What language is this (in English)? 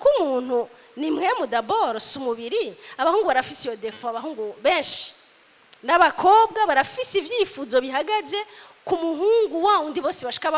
Rundi